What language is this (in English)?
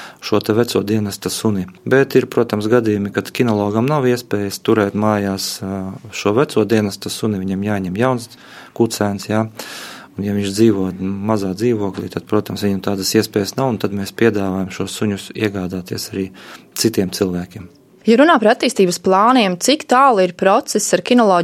Latvian